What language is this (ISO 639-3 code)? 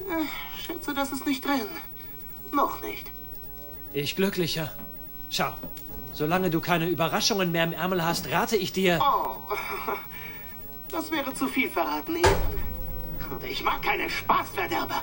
bar